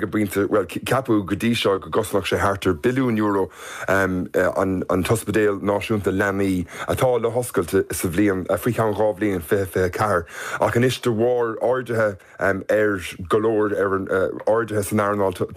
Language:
Irish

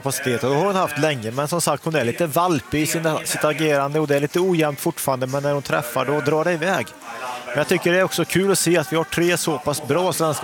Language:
Swedish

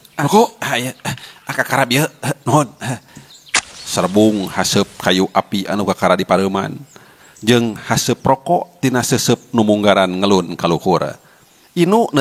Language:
Sundanese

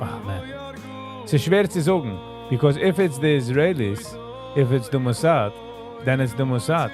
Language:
Yiddish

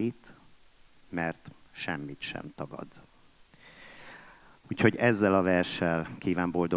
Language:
Hungarian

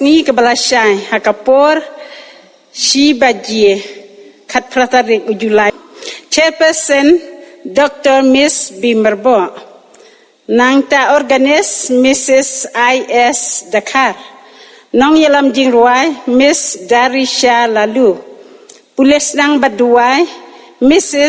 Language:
Khasi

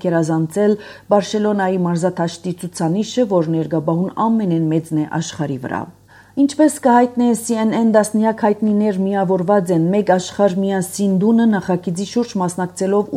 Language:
Armenian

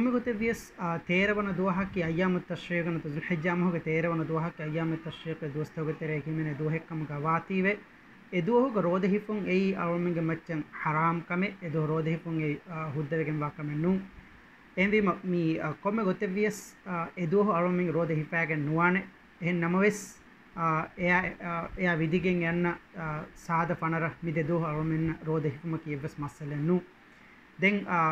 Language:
Divehi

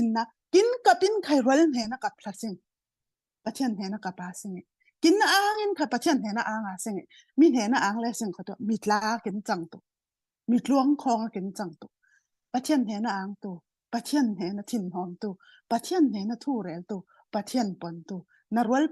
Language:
Falam Chin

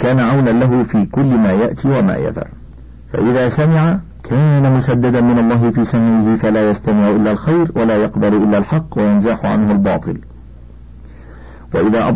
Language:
Arabic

